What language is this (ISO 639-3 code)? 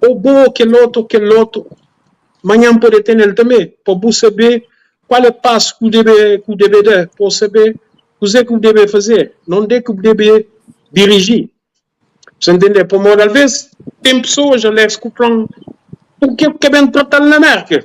kea